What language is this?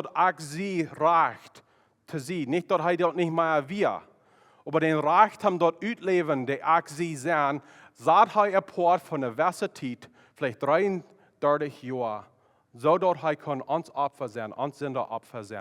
Plautdietsch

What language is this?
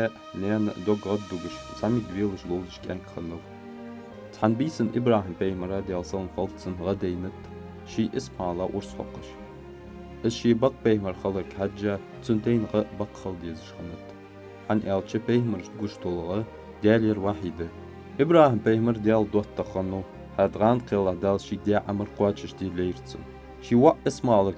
Ingush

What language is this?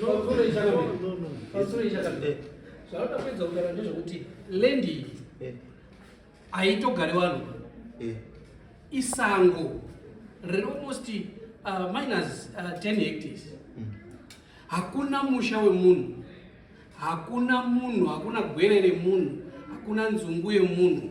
Shona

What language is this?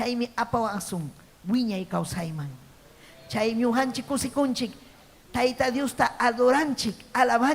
Ayacucho Quechua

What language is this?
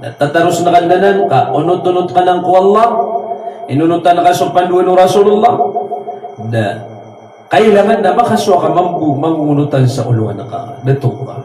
Maranao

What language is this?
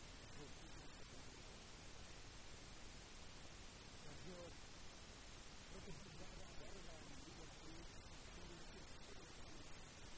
Czech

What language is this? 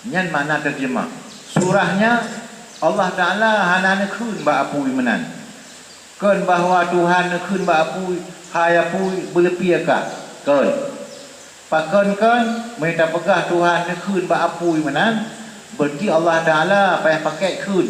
Achinese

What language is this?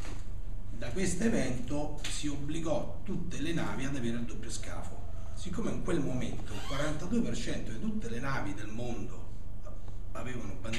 Italian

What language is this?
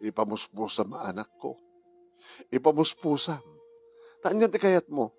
Iloko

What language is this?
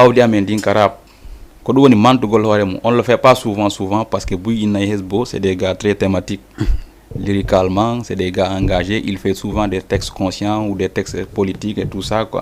Fula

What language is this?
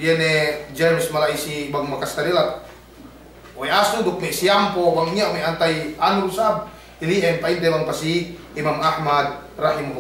Yakan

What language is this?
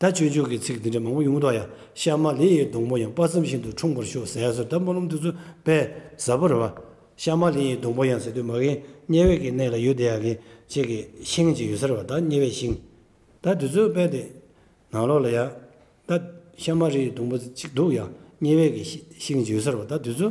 Tibetan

